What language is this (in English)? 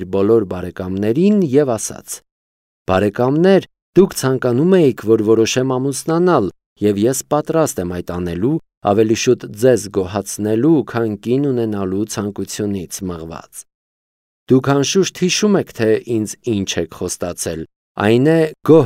Armenian